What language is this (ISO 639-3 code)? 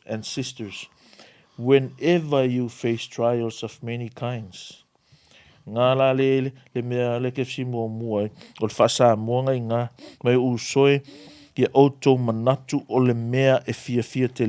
smo